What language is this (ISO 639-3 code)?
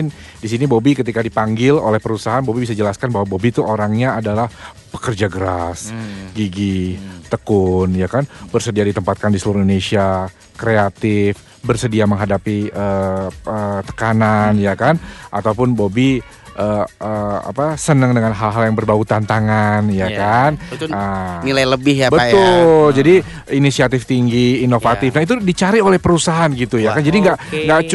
ind